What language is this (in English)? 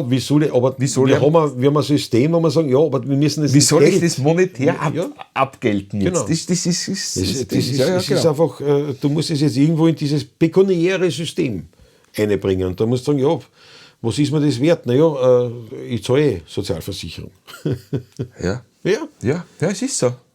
Bavarian